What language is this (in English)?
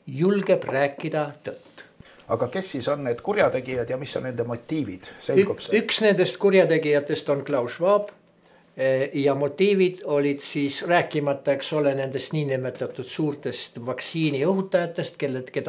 Estonian